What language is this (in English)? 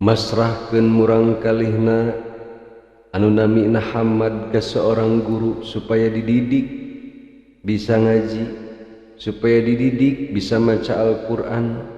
Sundanese